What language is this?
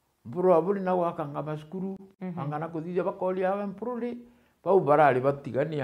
Meru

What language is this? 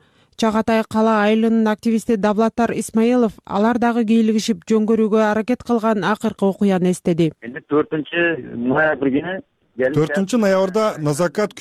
Kyrgyz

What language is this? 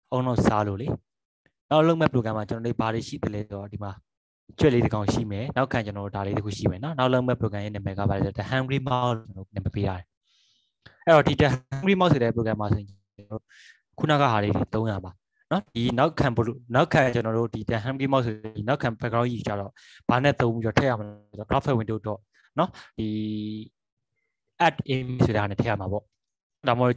Burmese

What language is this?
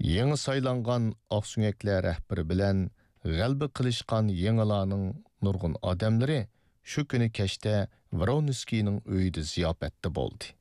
Uyghur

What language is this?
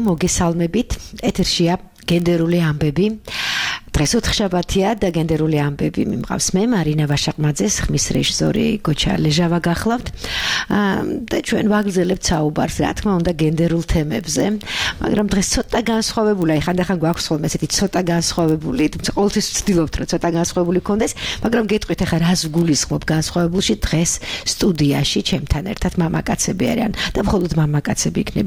Georgian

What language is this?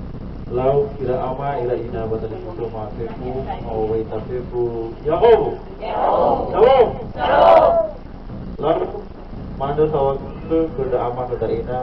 Nias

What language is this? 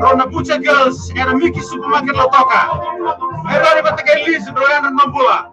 Fijian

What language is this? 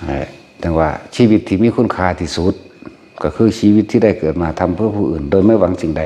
Northeastern Thai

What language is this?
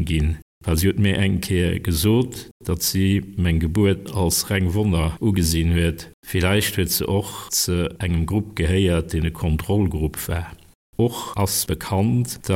Luxembourgish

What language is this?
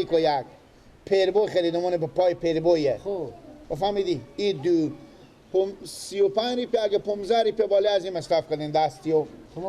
Persian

